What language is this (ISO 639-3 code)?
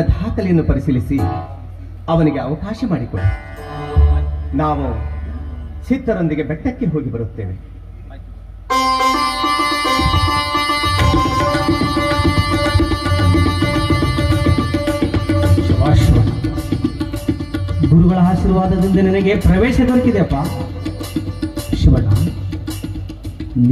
kan